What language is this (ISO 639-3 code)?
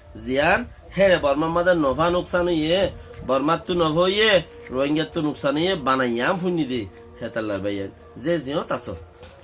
rhg